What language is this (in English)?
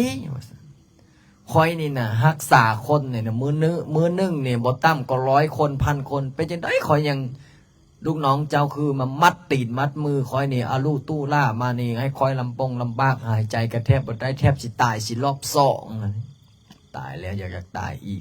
Lao